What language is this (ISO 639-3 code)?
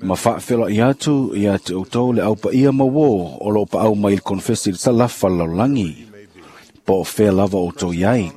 smo